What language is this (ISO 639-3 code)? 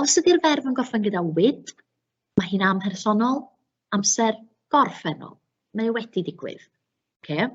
cym